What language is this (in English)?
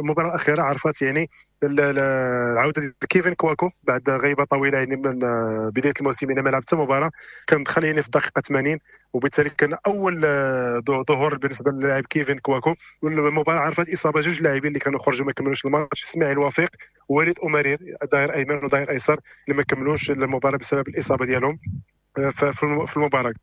Moroccan Arabic